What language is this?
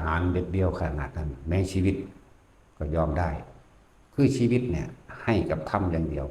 Northeastern Thai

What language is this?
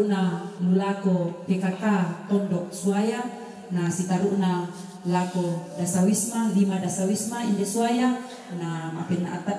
Toraja-Sa'dan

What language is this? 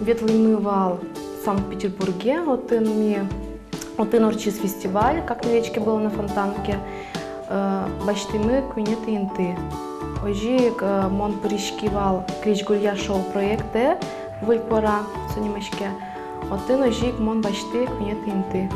Udmurt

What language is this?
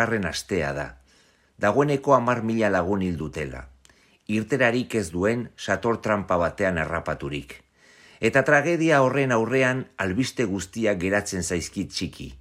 Basque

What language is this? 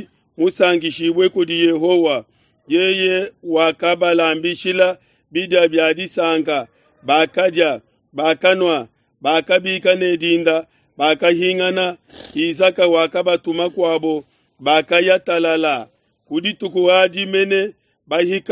Luba-Lulua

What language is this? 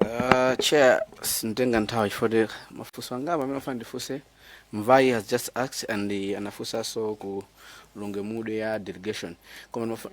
Nyanja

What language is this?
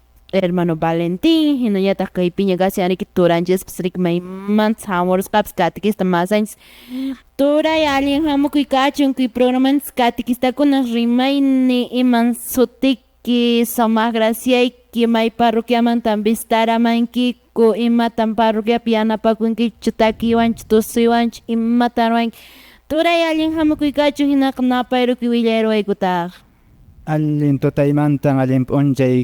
Quechua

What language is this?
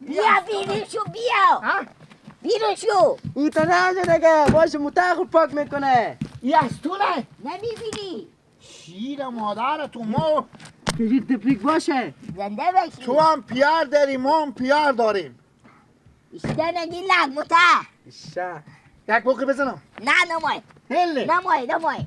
Persian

